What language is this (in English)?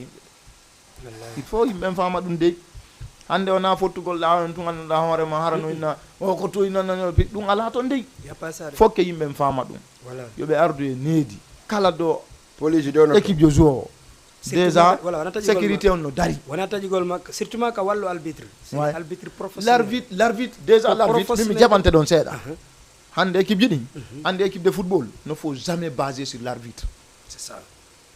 Fula